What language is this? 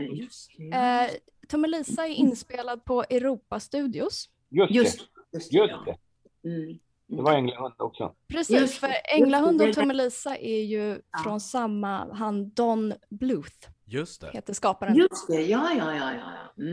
Swedish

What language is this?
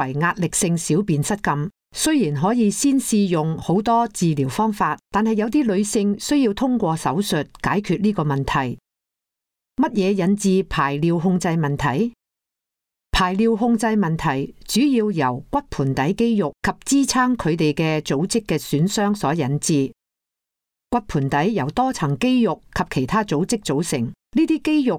Cantonese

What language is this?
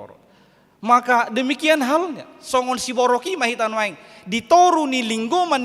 Batak Toba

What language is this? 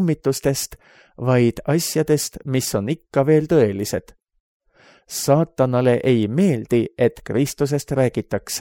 Estonian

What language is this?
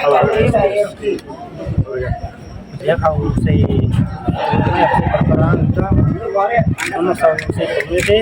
Tetum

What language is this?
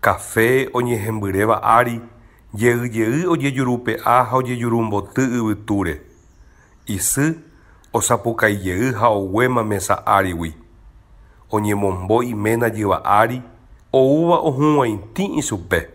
Guarani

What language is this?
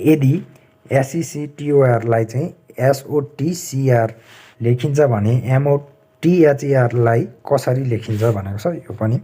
Nepali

